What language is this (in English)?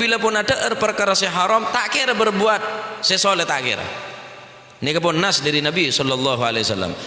Madurese